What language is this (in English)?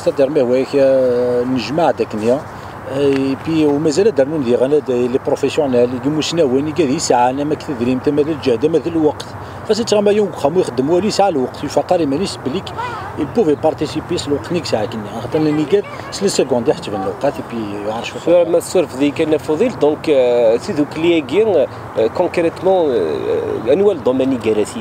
Kabyle